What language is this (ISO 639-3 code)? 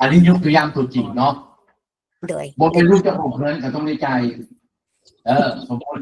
lao